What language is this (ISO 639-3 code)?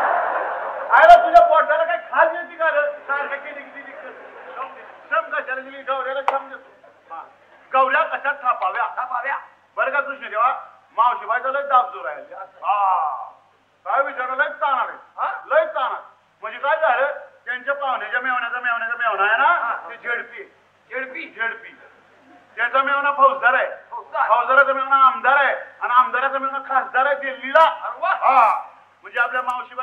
mar